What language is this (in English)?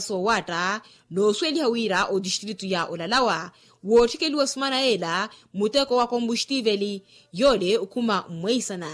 Makhuwa